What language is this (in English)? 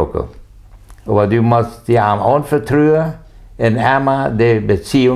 Plautdietsch